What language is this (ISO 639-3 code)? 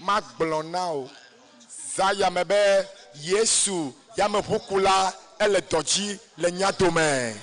ewe